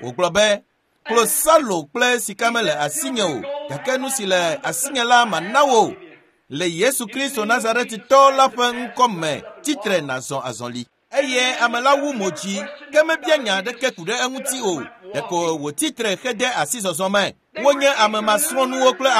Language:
Ewe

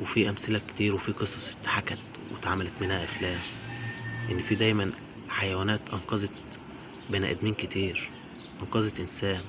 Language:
Egyptian Arabic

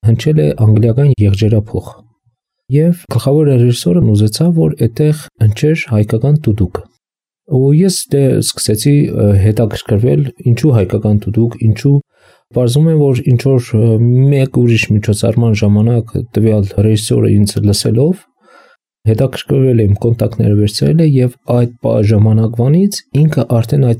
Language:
Armenian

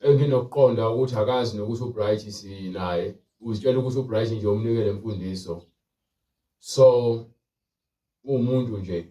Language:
Zulu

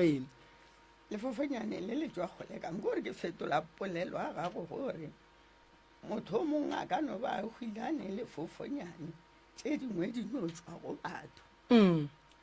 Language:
Northern Sotho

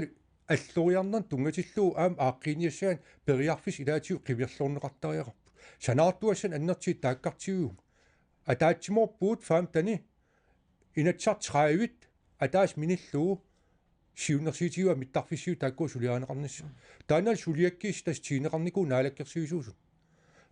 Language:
Kalaallisut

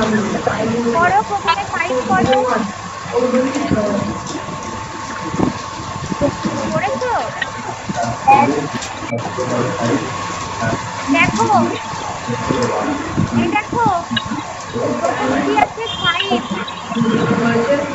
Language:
Bangla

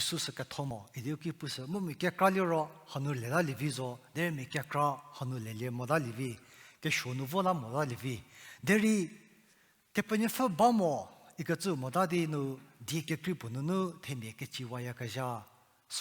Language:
Angami Naga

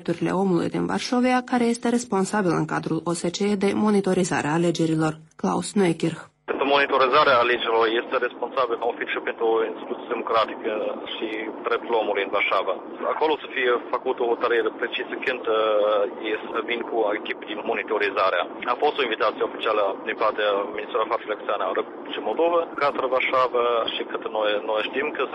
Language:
Romanian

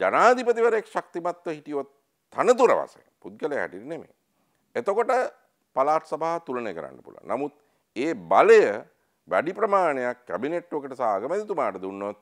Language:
Sinhala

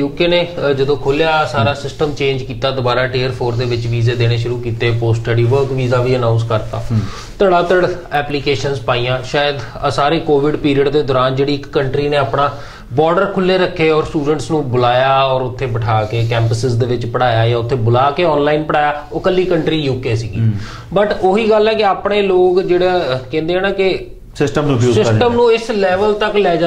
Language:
Punjabi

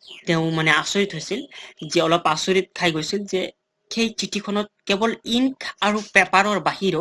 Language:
Assamese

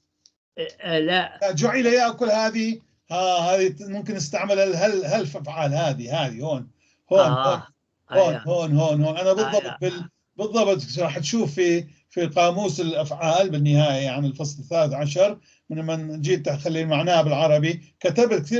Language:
North Levantine Arabic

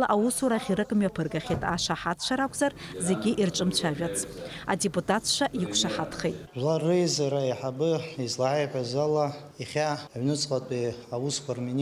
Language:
Abkhazian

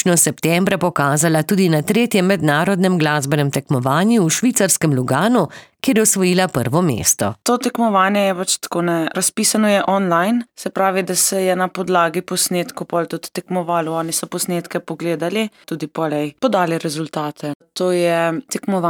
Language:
Slovenian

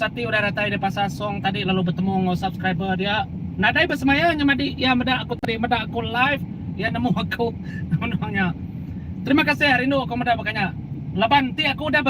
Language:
Iban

